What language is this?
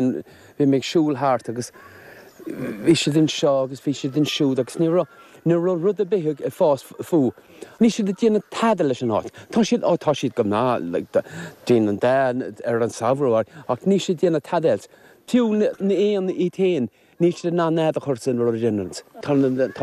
Irish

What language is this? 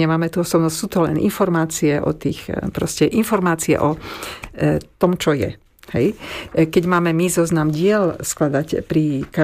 Slovak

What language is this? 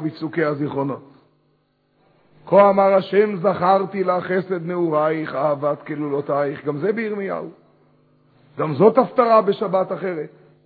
Hebrew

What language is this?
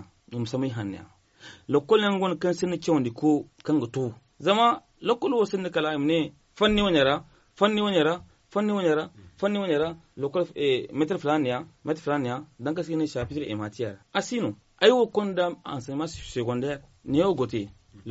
Zarma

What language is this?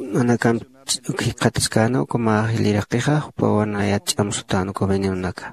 Aymara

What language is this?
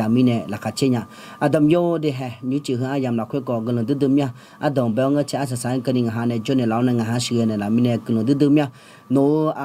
Akha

